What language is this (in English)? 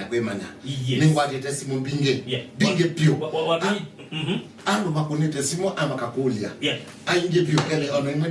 Kamba